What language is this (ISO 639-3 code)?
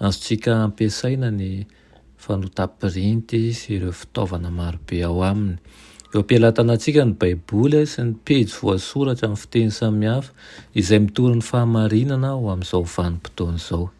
mlg